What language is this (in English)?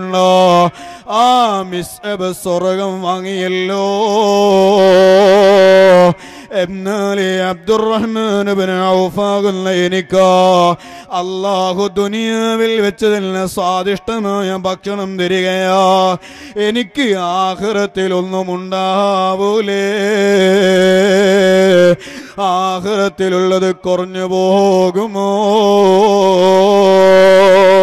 Malayalam